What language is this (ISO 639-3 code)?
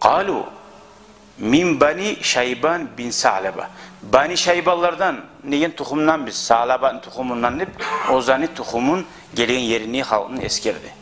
kum